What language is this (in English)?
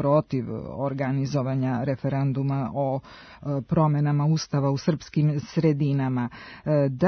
Serbian